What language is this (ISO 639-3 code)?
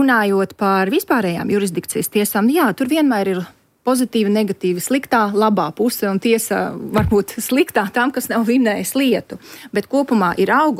lav